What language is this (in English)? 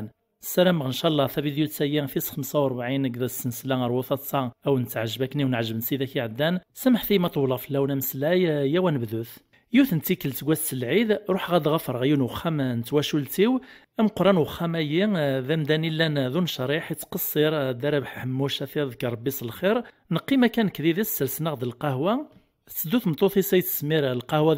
Kabyle